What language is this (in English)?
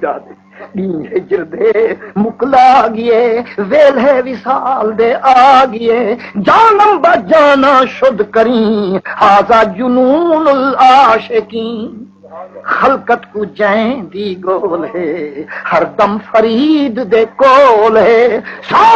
Saraiki